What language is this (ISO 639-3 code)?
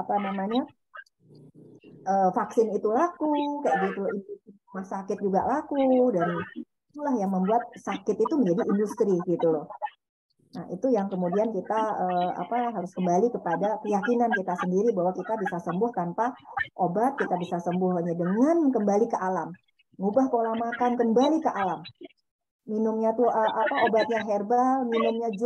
ind